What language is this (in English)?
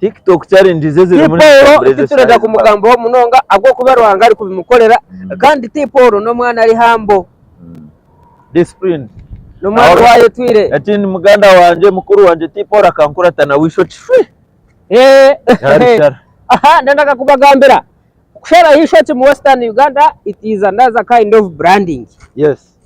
Nyankole